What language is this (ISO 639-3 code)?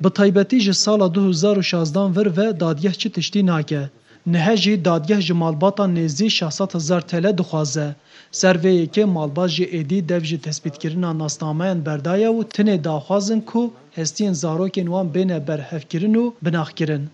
kur